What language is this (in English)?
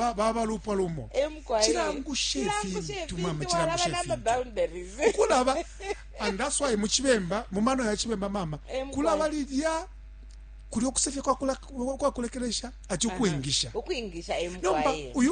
Bemba